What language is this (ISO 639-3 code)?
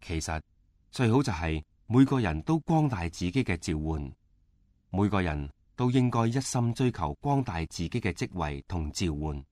yue